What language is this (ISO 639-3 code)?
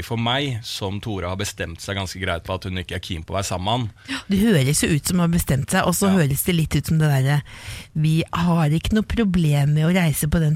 nor